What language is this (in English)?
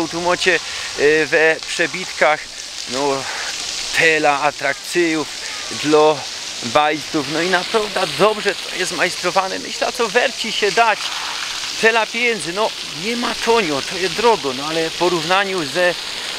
Silesian